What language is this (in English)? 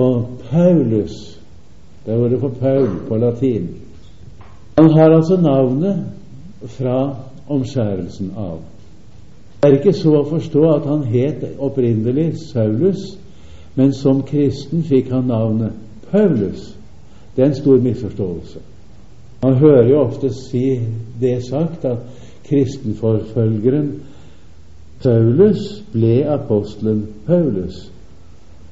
Norwegian